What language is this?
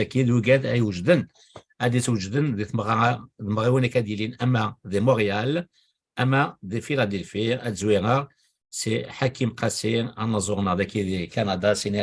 Kabyle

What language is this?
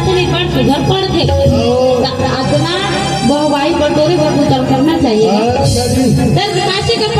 Chhattisgarhi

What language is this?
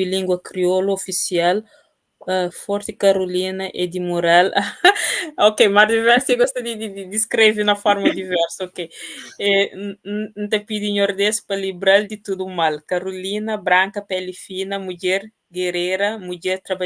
Kabuverdianu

